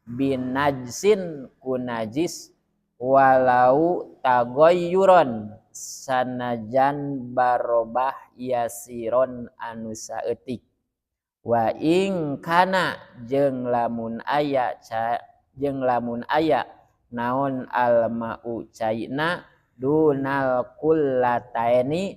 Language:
Sundanese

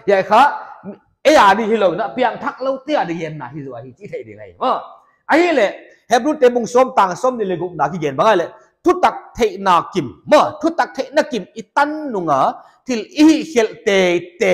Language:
Paite Chin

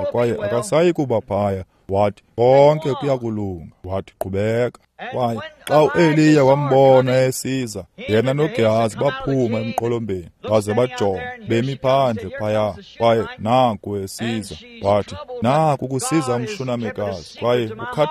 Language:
Xhosa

